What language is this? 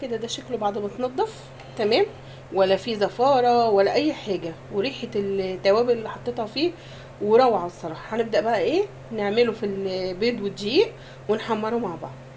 Egyptian Arabic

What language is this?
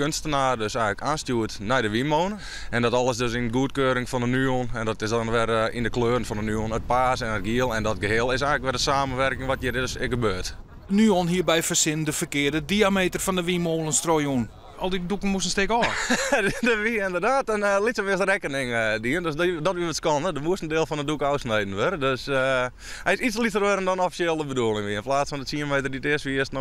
Western Frisian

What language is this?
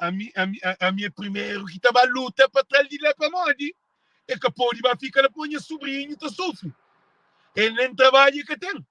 Kabuverdianu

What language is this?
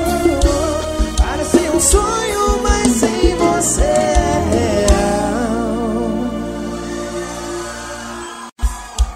Portuguese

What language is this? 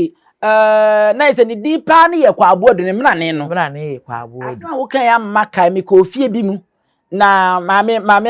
Akan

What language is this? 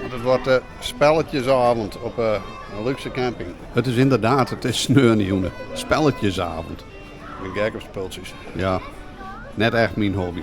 Western Frisian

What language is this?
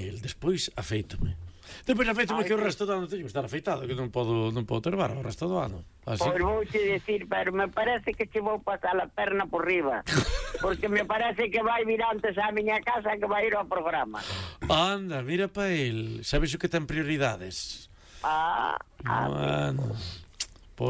Galician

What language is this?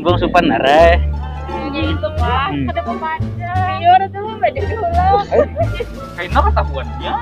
Banjar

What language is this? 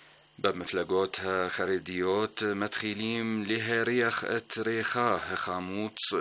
Hebrew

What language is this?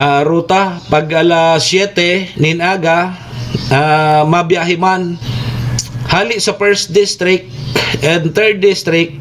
Bikol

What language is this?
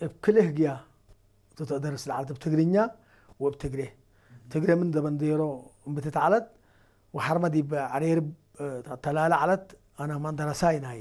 Tigrinya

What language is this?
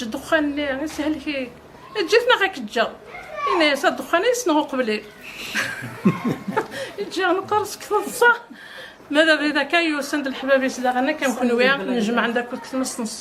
Kabyle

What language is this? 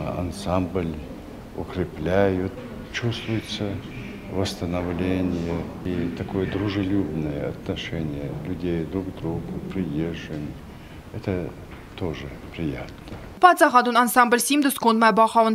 Ossetic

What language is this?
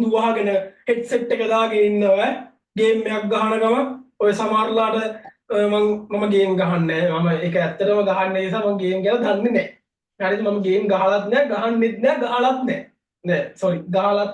Sinhala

